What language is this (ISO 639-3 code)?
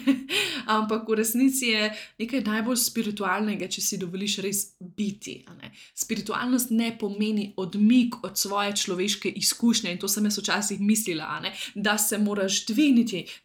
slv